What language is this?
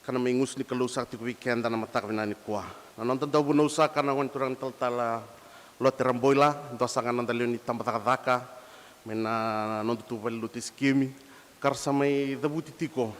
Fijian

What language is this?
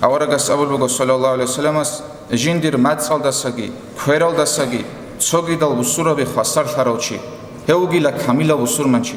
Avaric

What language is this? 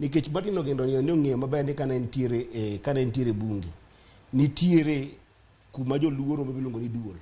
Luo (Kenya and Tanzania)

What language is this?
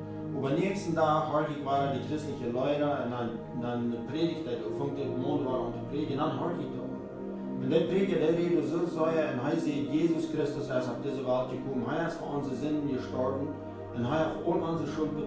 Plautdietsch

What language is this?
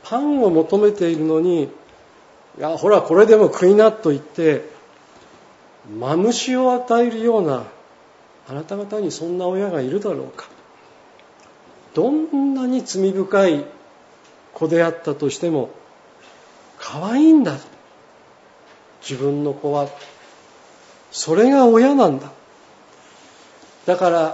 Japanese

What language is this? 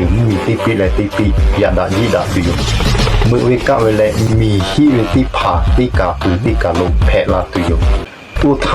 Lahu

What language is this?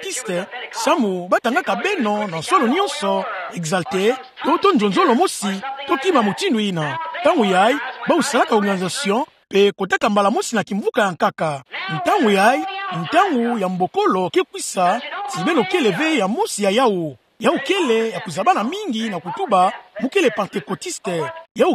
Kituba (Democratic Republic of Congo)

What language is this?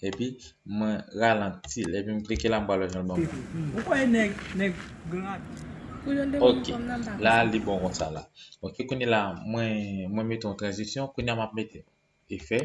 Haitian Creole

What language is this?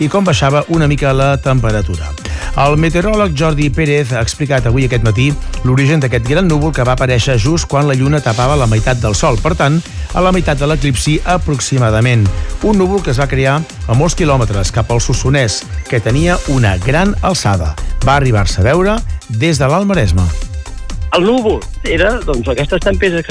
Catalan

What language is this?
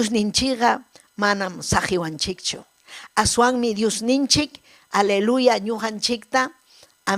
Ayacucho Quechua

